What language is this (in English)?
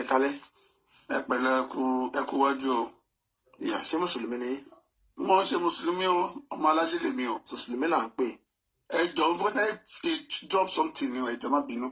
Yoruba